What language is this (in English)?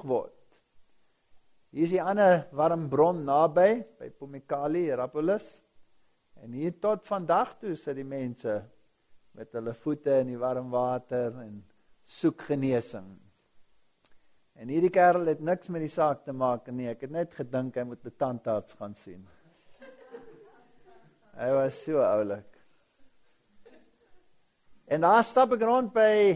Afrikaans